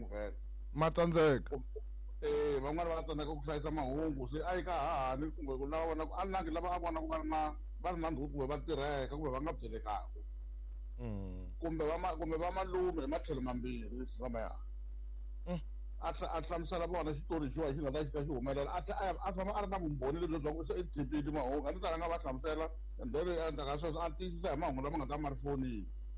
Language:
Tsonga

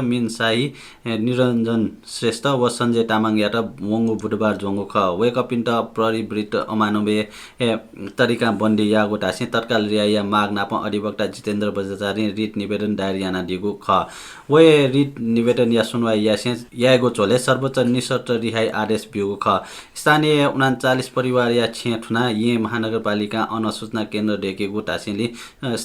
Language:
Newari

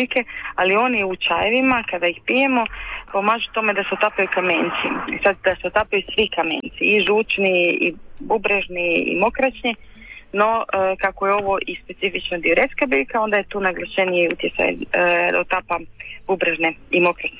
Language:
Croatian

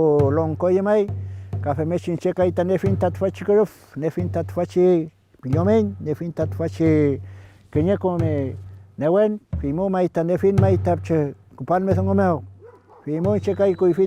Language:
Mapuche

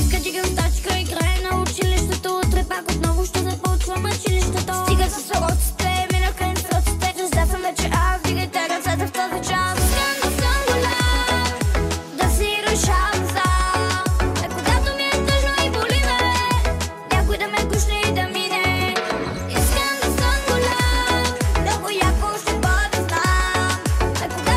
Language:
Bulgarian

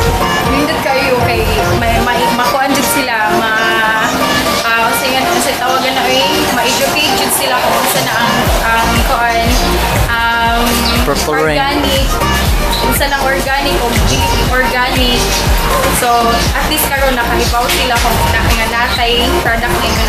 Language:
Cebuano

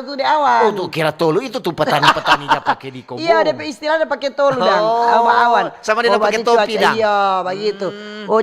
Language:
Manado Malay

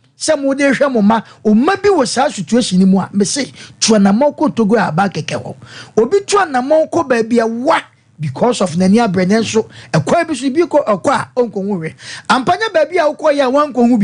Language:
Akan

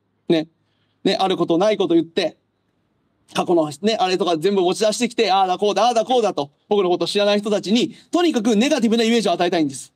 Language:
Japanese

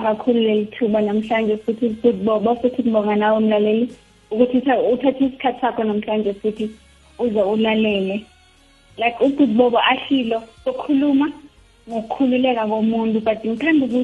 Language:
South Ndebele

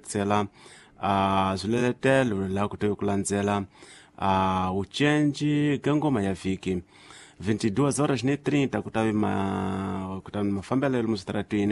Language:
Tsonga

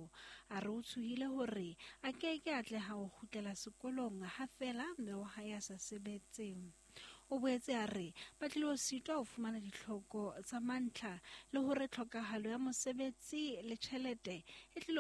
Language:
Southern Sotho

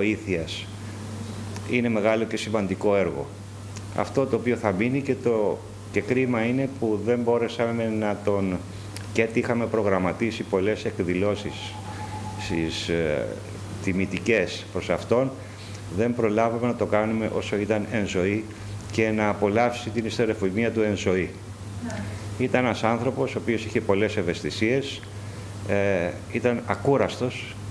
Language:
Greek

